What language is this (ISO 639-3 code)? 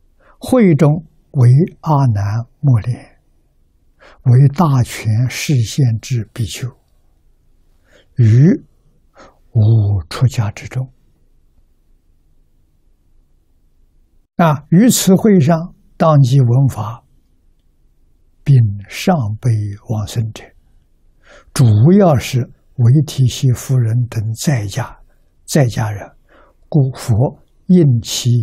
zho